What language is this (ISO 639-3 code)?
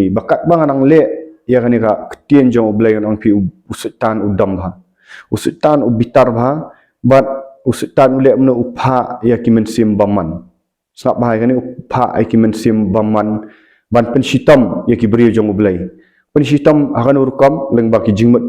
kha